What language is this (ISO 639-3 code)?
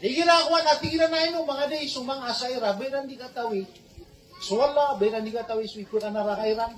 mrw